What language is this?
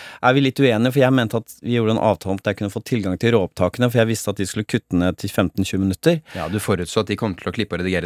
Norwegian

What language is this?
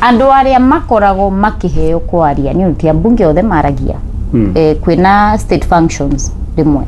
Kikuyu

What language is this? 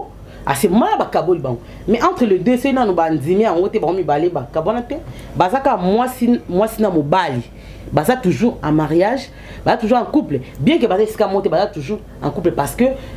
Lingala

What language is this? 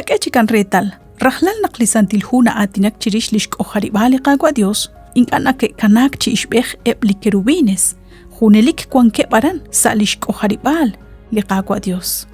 Kekchí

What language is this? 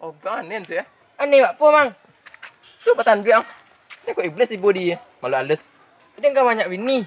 Minangkabau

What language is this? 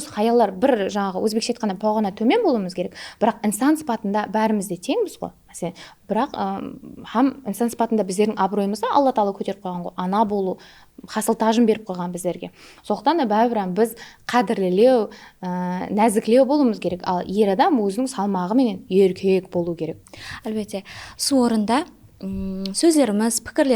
Kara-Kalpak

